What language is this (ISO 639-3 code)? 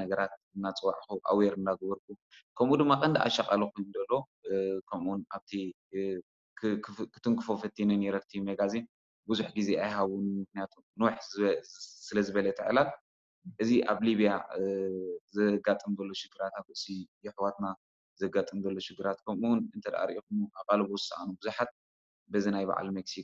tir